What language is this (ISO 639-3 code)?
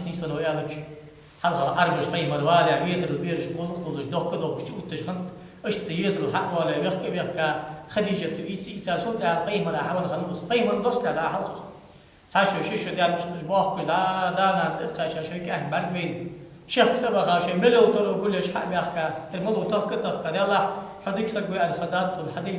inh